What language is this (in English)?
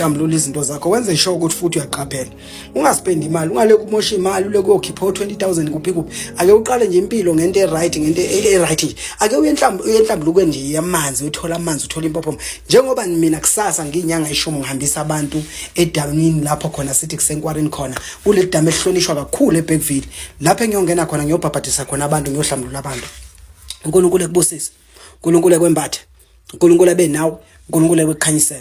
Zulu